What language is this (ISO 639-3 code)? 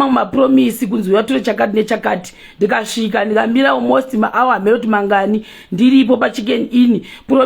sna